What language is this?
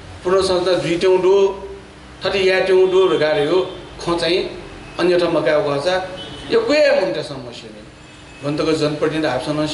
Newari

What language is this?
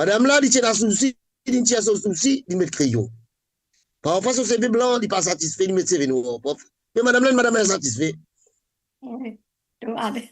Morisyen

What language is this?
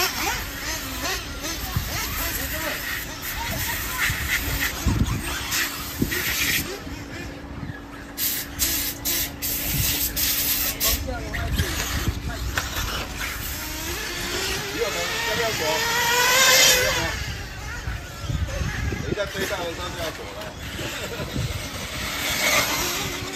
Chinese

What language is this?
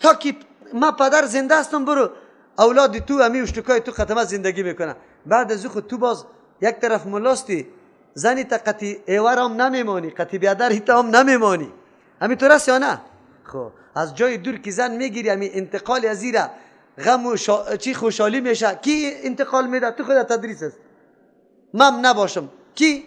Persian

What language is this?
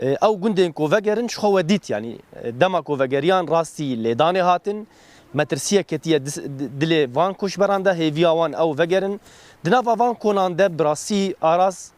Kurdish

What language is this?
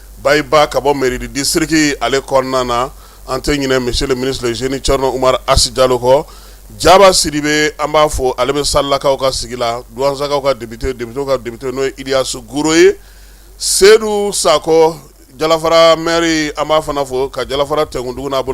Bambara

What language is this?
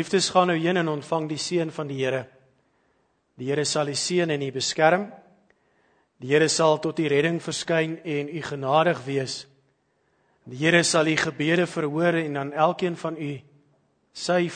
Afrikaans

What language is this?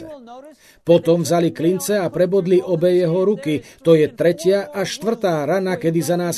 Slovak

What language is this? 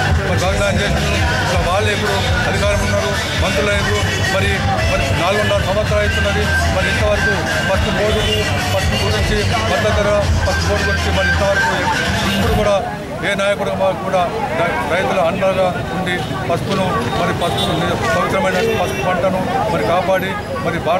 Telugu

